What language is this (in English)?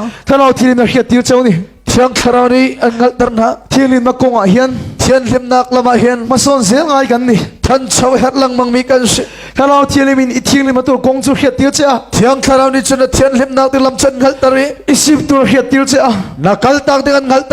Hakha Chin